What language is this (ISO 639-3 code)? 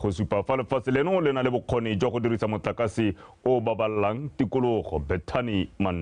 tsn